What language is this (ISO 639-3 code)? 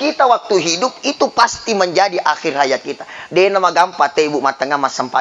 bug